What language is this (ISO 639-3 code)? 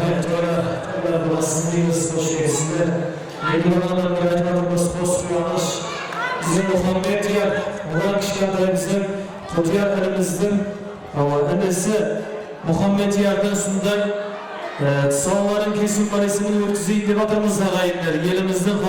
kaa